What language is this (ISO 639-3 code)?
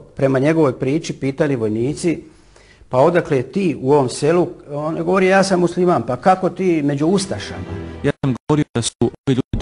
bos